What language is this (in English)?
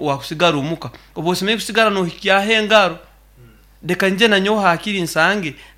Nyankole